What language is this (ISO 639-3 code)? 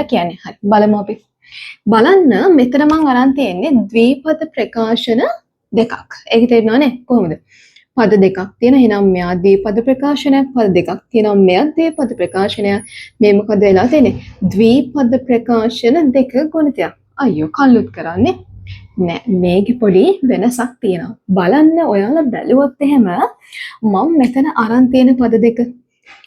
sin